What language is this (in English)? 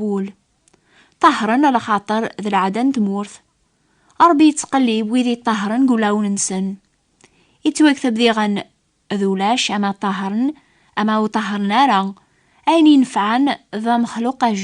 Kabyle